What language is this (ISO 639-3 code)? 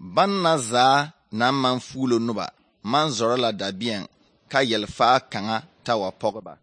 dga